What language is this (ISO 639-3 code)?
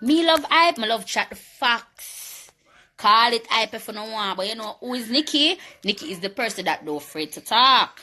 jam